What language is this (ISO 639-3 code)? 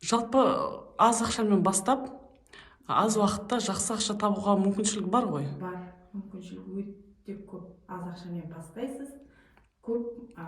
kaz